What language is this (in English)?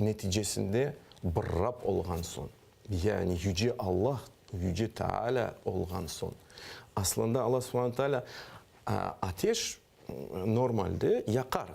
Crimean Tatar